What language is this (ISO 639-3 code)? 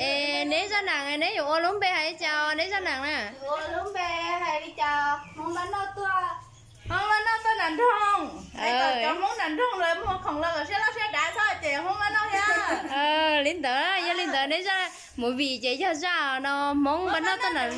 hmn